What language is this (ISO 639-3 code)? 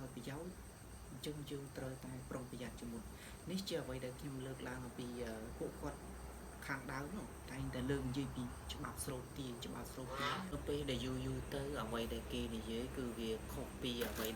khm